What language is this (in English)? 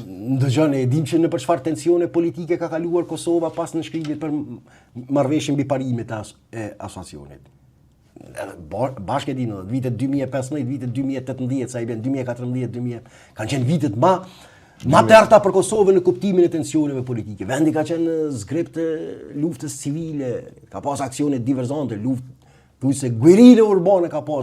Albanian